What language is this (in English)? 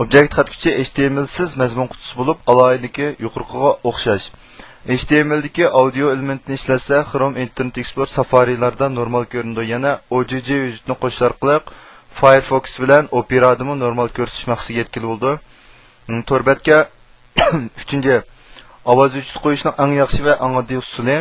Uyghur